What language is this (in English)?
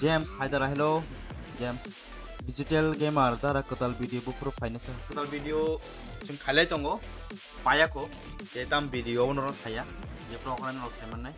Kok Borok